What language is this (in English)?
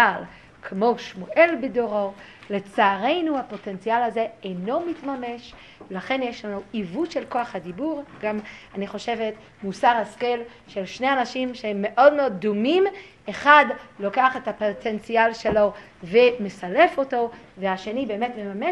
Hebrew